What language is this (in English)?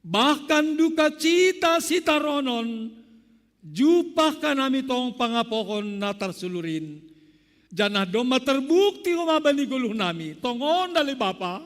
Batak Simalungun